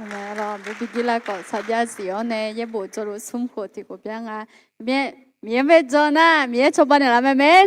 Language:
Akha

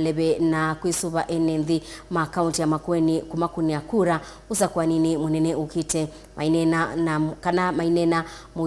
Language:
Kamba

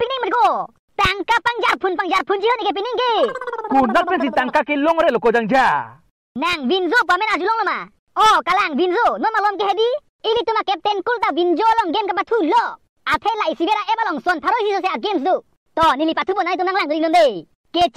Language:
Karbi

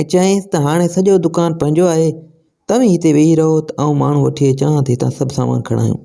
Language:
Sindhi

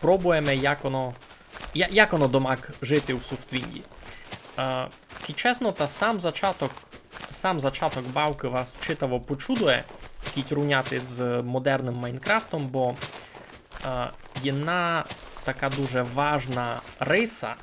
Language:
Rusyn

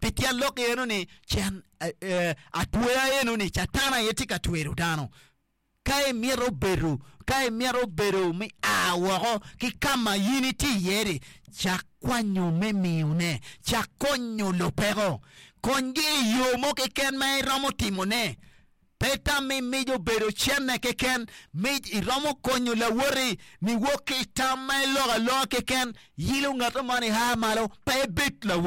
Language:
Acoli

